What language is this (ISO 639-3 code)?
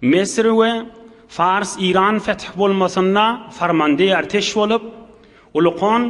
tuk